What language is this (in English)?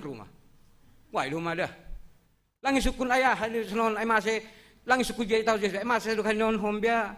Batak Simalungun